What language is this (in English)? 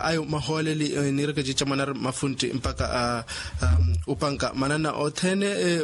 Makhuwa